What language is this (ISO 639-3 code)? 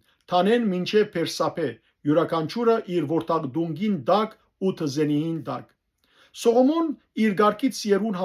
hyw